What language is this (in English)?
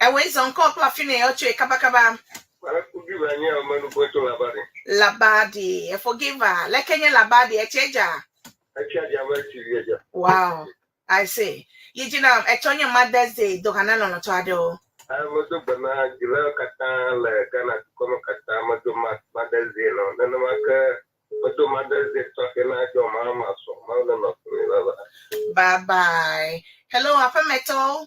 Ewe